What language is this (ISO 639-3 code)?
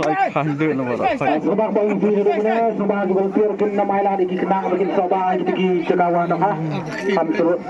kha